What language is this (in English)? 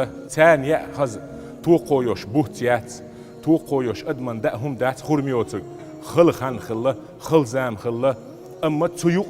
Chechen